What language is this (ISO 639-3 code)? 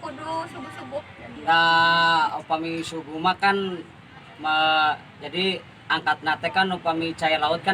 sun